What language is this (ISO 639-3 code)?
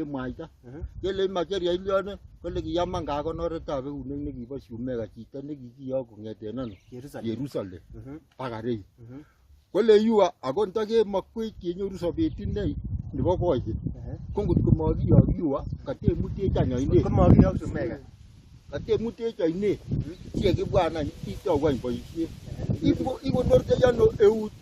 kln